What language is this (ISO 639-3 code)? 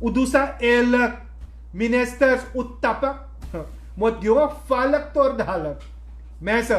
srn